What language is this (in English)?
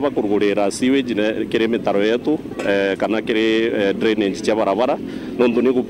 Meru